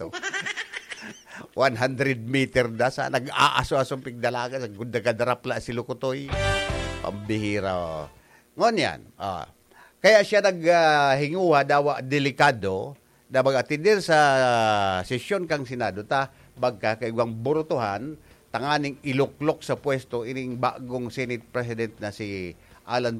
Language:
Bikol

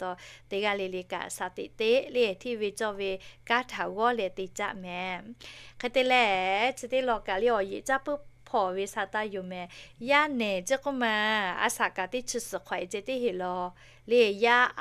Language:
Lahu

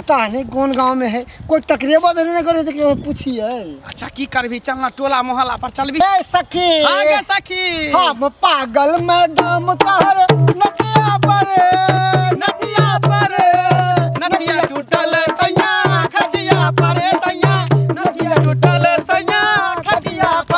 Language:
Maithili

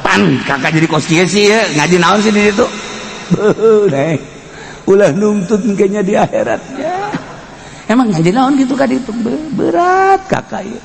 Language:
Sundanese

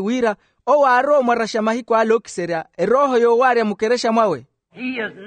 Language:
Makhuwa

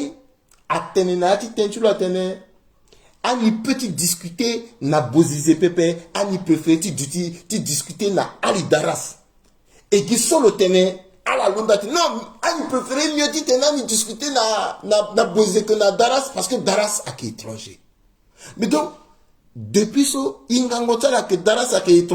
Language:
Sango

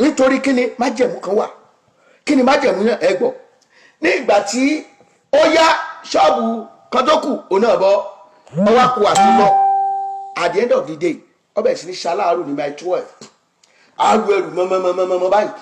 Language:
Yoruba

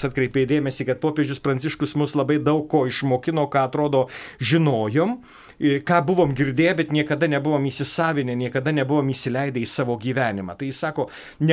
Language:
Lithuanian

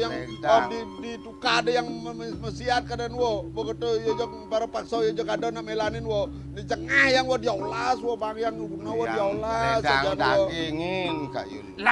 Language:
Balinese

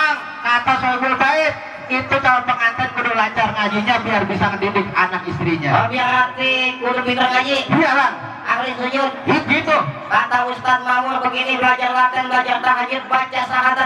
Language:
Betawi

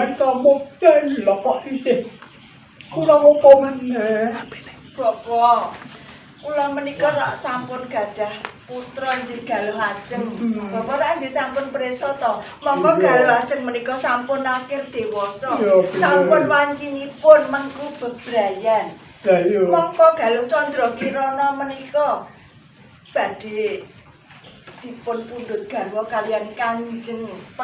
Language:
Javanese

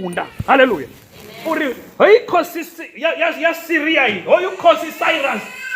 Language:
Venda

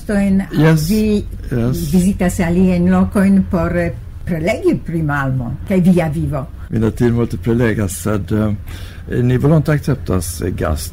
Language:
Esperanto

